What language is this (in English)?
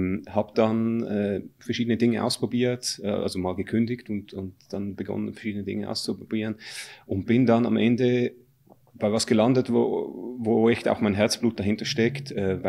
German